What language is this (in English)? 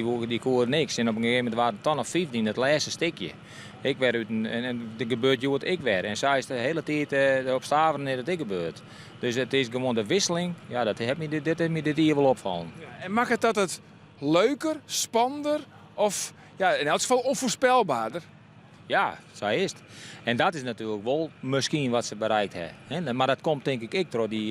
Western Frisian